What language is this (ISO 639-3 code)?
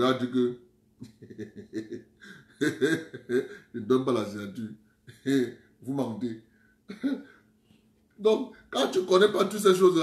fra